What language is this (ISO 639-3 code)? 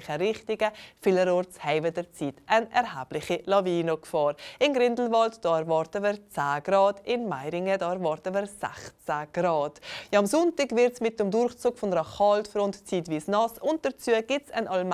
gsw